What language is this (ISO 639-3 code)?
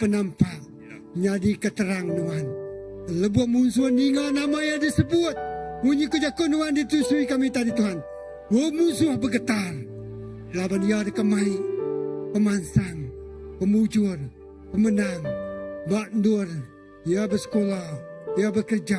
iba